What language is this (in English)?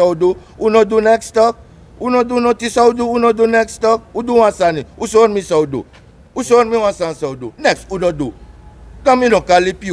Sranan Tongo